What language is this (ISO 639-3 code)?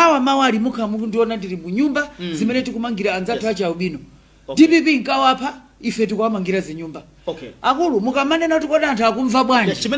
nya